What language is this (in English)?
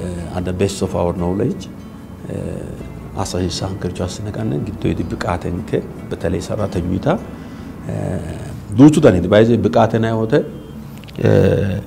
Sidamo